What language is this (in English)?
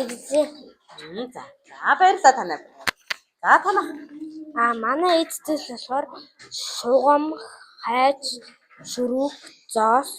Mongolian